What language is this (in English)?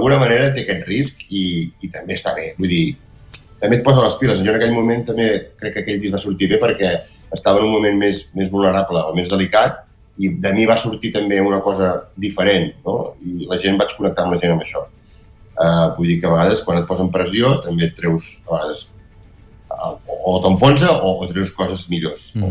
Catalan